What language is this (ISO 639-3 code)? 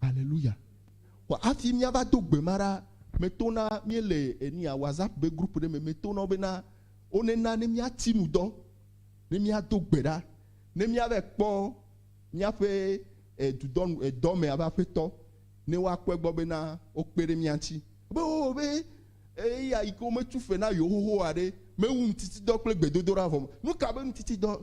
ewe